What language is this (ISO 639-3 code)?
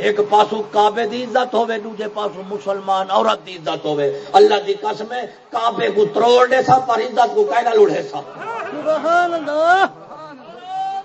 skr